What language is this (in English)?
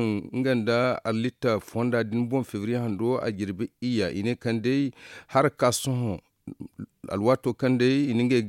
Zarma